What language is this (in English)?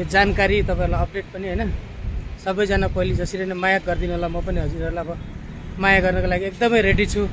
Nepali